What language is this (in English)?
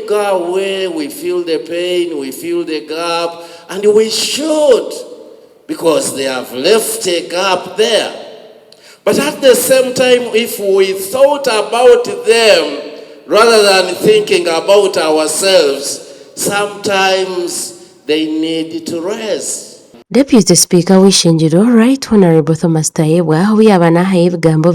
Nyankole